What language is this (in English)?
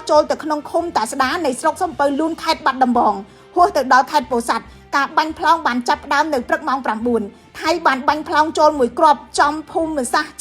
Khmer